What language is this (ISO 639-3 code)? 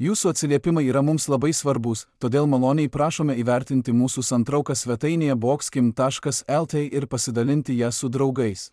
lit